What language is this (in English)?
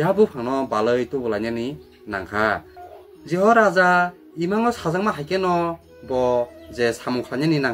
Kok Borok